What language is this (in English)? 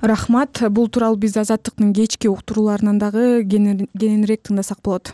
Kyrgyz